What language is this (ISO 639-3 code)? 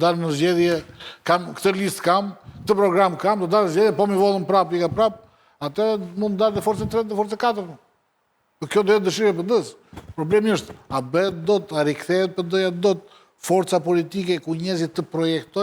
sqi